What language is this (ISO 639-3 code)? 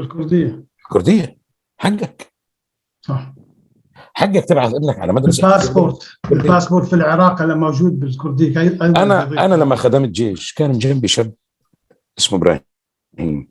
apc